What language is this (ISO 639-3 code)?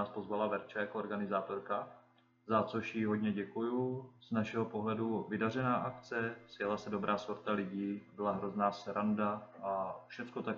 ces